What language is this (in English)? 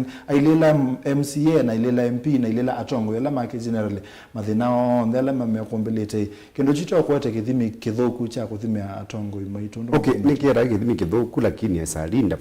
Kamba